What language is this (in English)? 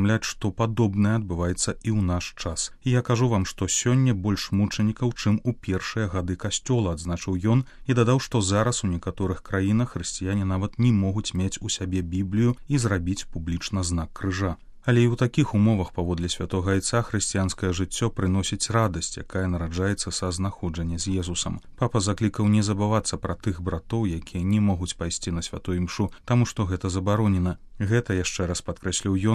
Belarusian